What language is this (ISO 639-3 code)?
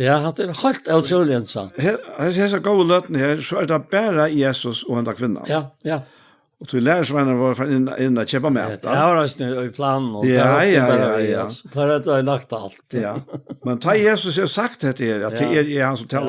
fao